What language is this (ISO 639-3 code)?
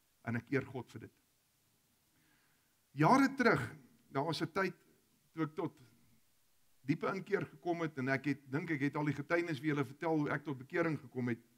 afr